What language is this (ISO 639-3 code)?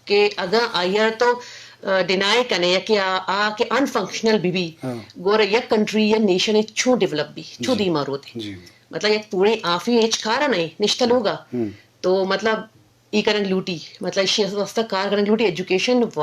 bgp